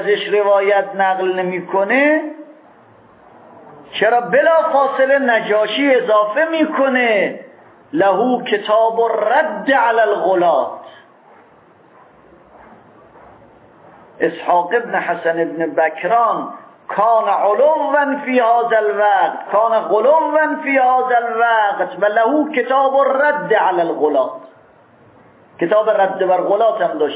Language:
Persian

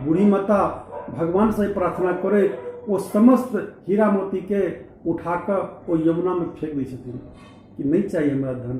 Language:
Maithili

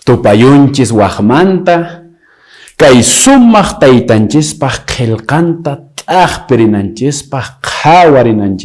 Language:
Quechua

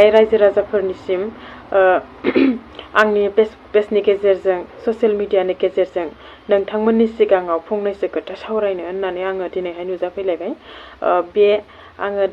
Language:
Bodo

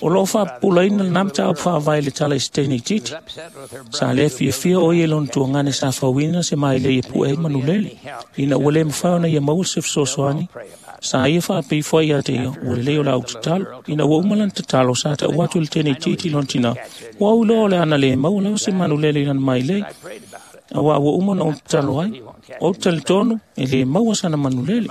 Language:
Samoan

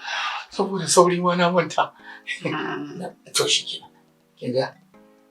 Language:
Hausa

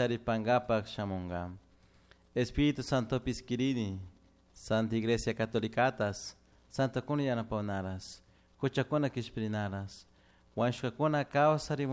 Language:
Chimborazo Highland Quichua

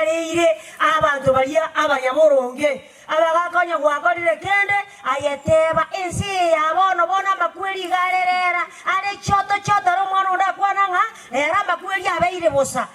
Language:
Gusii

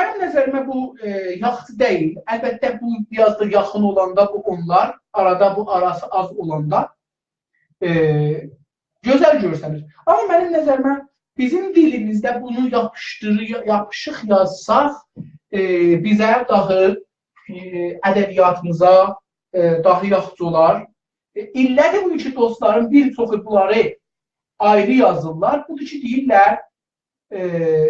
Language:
South Azerbaijani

